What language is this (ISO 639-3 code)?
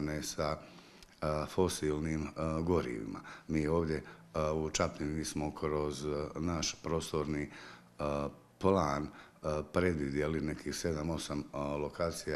hrv